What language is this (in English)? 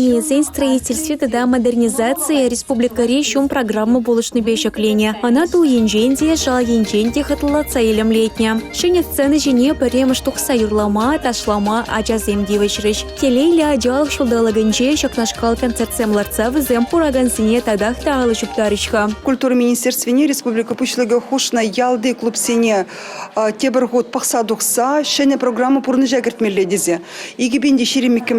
Chuvash